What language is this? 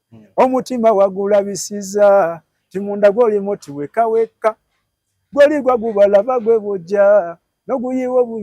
Ganda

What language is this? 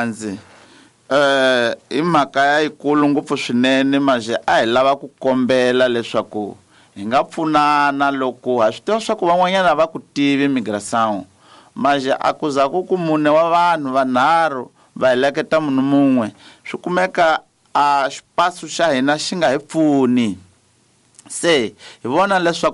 Tsonga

